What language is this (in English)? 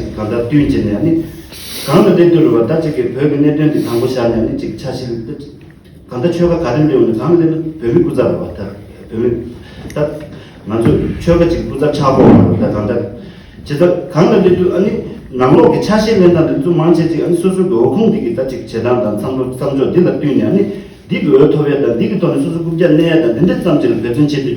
Tibetan